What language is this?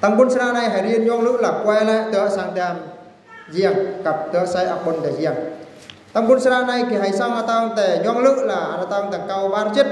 Eastern Bru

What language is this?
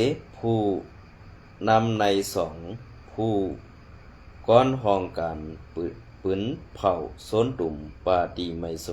Shan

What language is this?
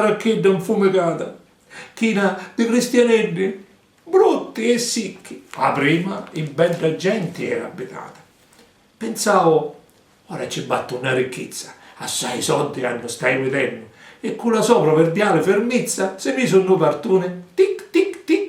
Sicilian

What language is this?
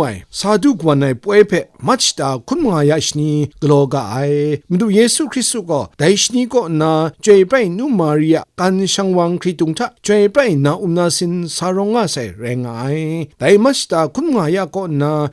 Kachin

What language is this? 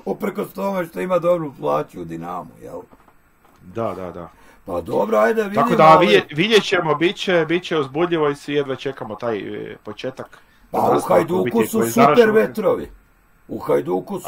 Croatian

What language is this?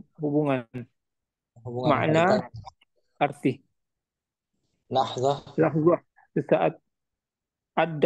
Indonesian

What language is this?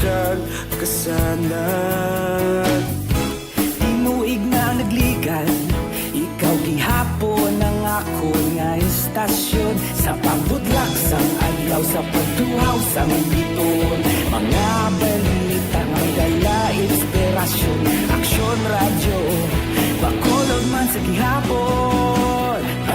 Hiligaynon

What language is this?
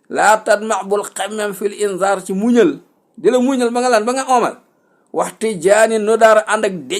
Wolof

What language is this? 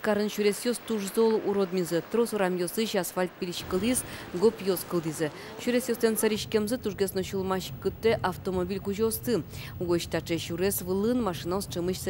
Udmurt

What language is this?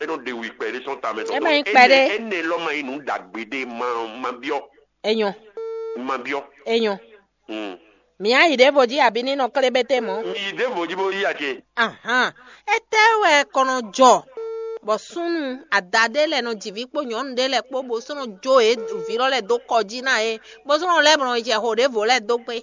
Fon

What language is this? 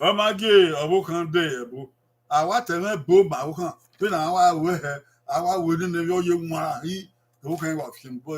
Bini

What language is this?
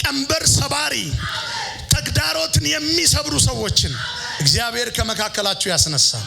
Amharic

